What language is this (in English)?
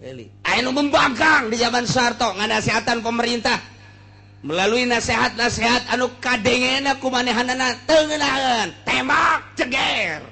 Sundanese